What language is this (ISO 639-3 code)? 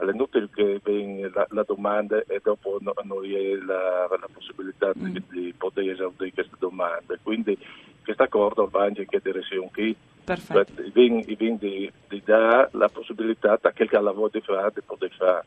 fur